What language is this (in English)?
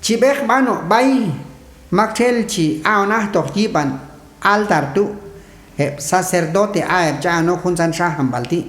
Q'anjob'al